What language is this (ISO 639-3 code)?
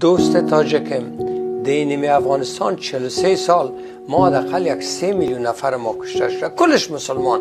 tgk